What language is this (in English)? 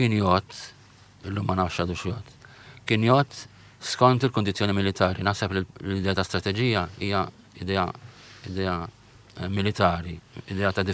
Maltese